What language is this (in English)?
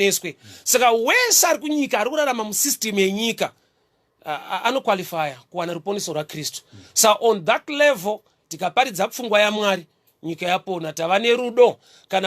Shona